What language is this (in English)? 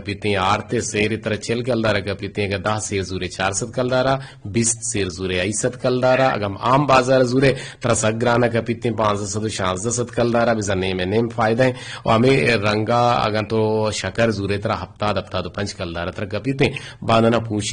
Eastern Balochi